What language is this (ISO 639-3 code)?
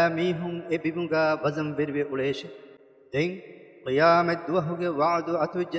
div